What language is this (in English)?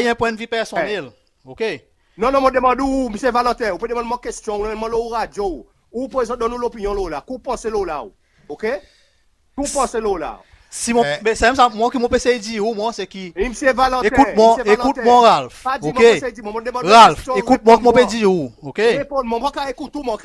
Seselwa Creole French